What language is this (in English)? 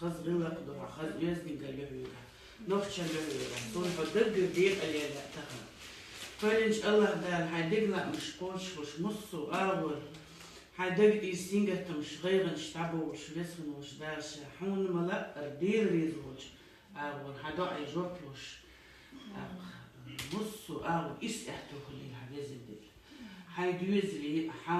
Chechen